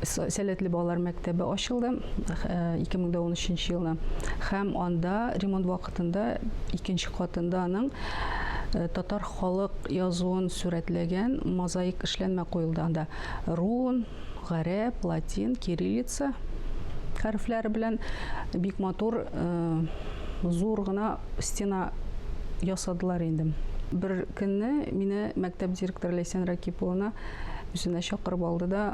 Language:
Tatar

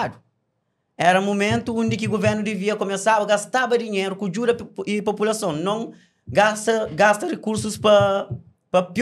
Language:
Kabuverdianu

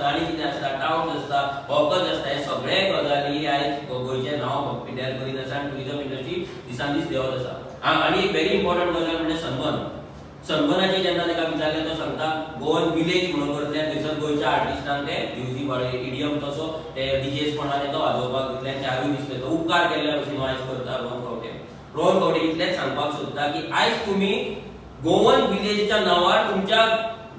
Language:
Konkani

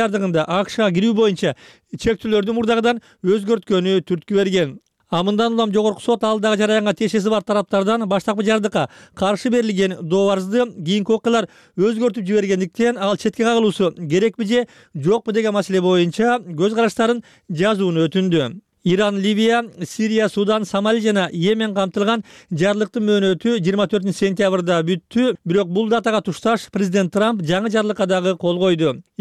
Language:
Kyrgyz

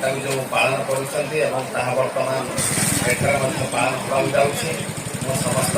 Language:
Odia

